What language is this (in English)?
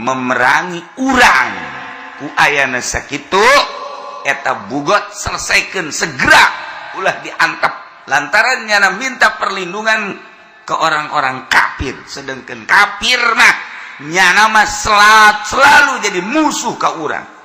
Sundanese